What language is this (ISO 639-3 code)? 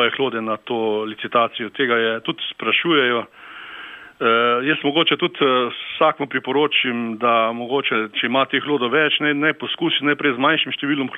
slv